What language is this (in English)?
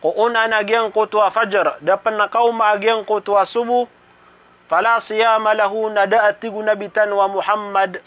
Maranao